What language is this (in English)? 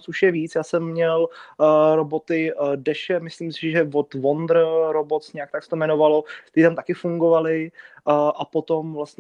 Czech